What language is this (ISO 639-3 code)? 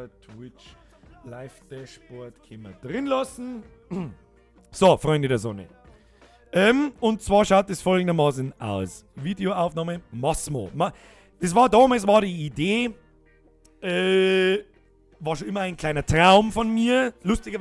bar